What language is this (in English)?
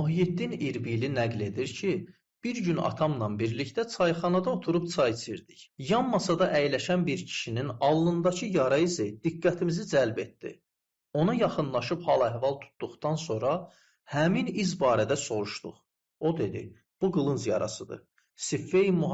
Azerbaijani